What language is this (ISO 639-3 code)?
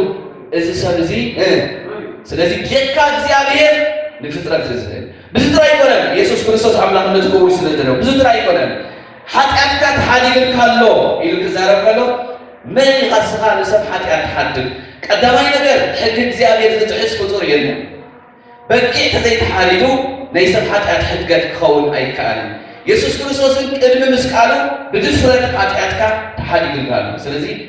tir